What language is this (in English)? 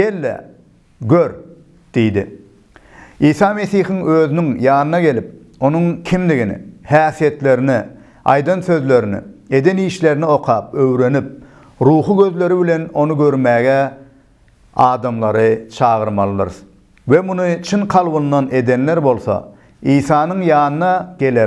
Turkmen